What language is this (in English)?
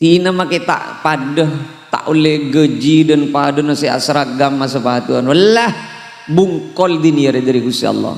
Madurese